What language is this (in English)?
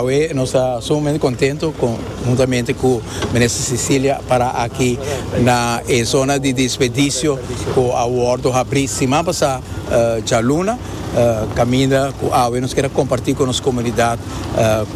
Papiamento